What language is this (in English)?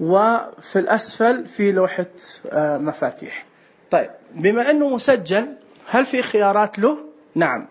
Najdi Arabic